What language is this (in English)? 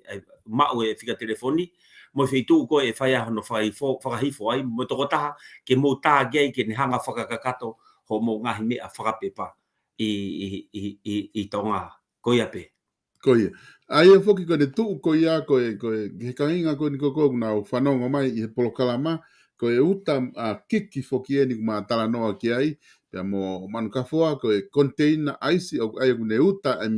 Tongan